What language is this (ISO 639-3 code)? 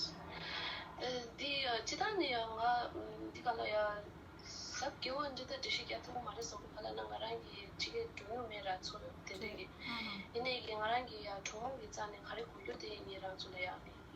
bod